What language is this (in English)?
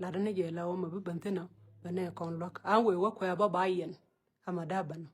Nuer